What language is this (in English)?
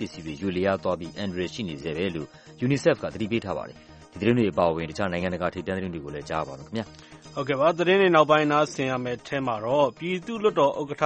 Burmese